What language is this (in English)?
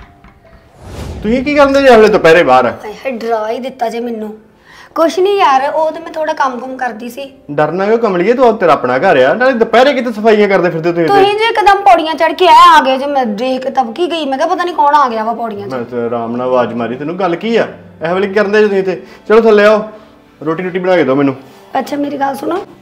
Punjabi